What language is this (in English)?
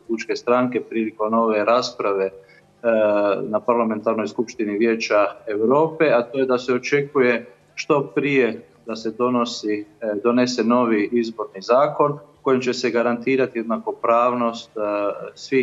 Croatian